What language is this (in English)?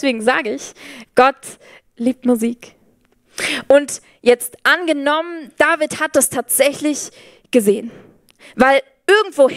Swiss German